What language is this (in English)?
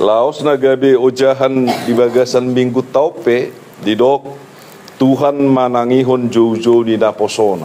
Batak Toba